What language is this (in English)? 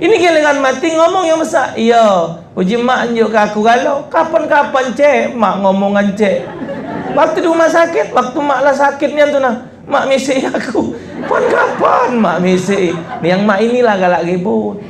Musi